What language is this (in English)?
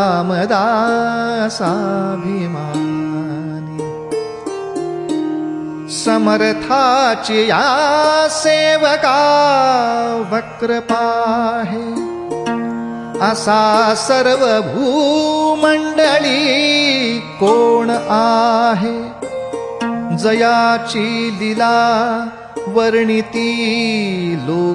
Marathi